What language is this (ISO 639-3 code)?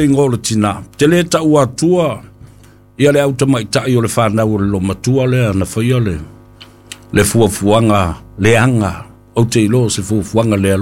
smo